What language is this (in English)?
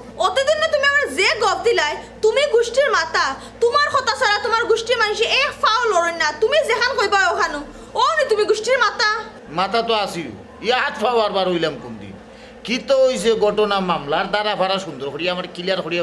Sylheti